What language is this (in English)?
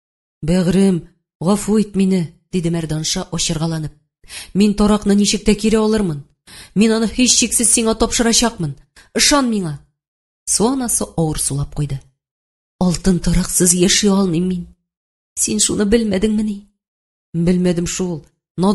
Tatar